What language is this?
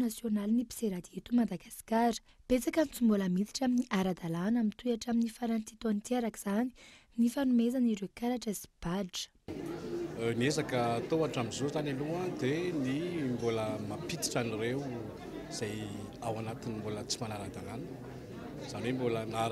Malagasy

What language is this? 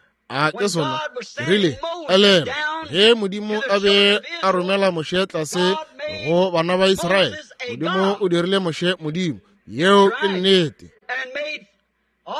Northern Sotho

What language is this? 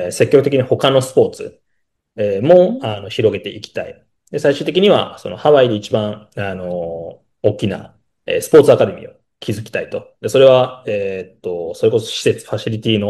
Japanese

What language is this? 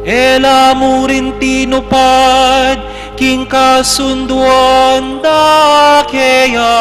Pampanga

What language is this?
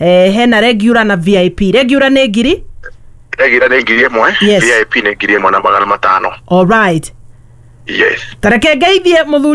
Kikuyu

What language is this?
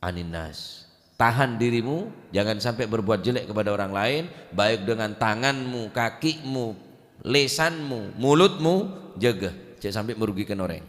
Madurese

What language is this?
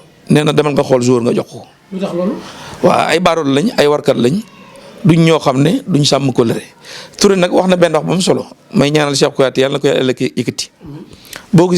Wolof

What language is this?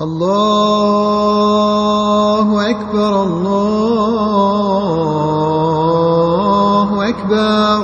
Bashkir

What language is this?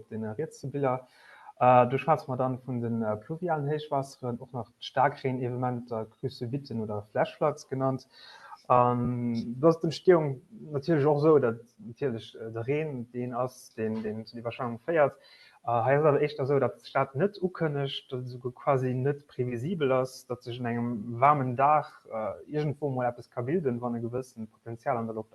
Luxembourgish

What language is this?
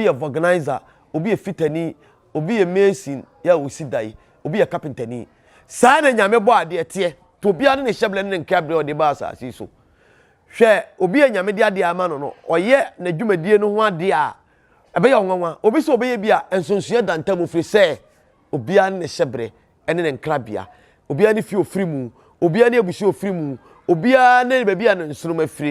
Akan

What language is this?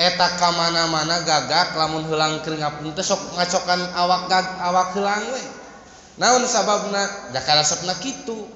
Sundanese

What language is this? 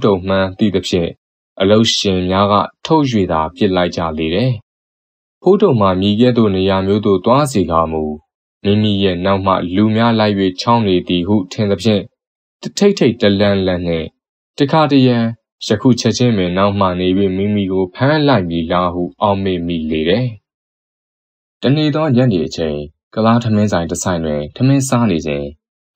Burmese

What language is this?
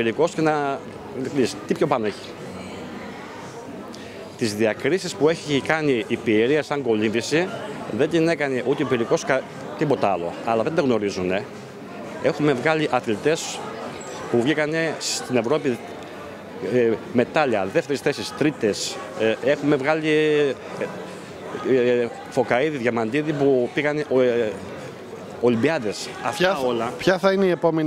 Greek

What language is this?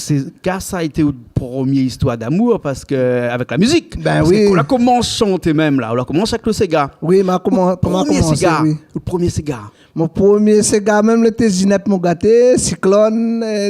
Réunion Creole French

